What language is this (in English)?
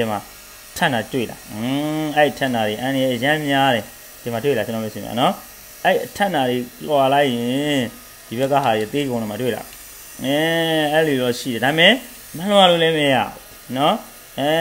Burmese